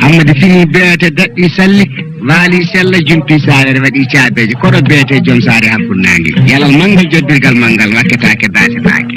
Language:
Fula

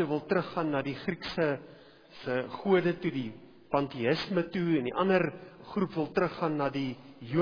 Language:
Afrikaans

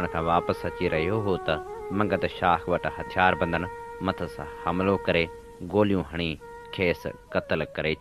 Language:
Sindhi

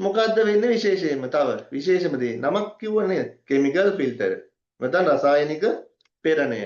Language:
Sinhala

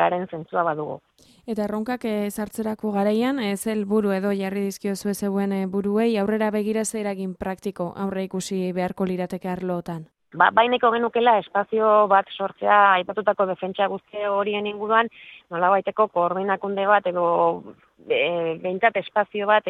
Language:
Basque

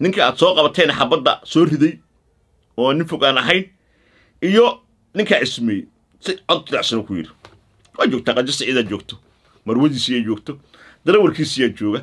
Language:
Somali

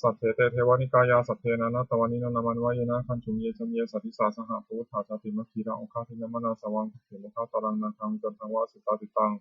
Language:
Pali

